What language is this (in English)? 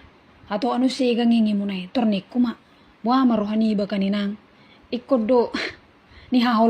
Batak Toba